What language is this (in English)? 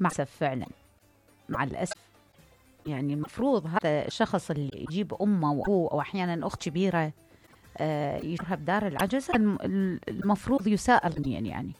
Mesopotamian Arabic